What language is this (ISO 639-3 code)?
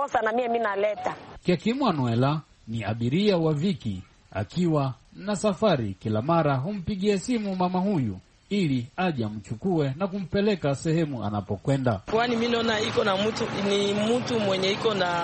swa